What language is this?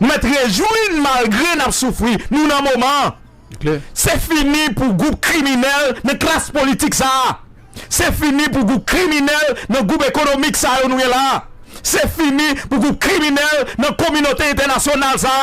Haitian Creole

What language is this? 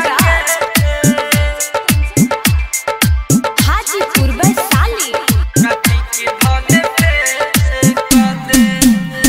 Bhojpuri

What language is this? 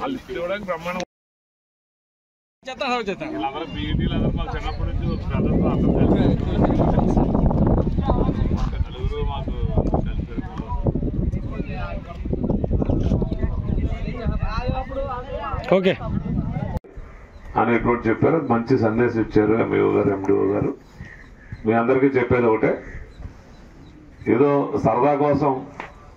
Telugu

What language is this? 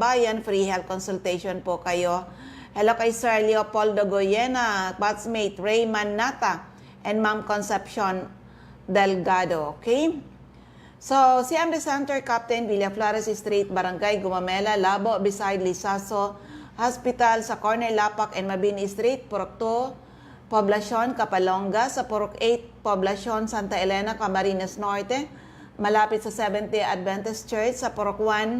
Bikol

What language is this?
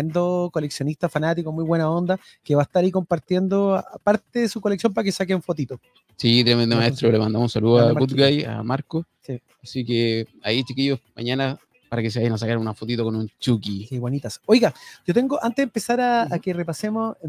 Spanish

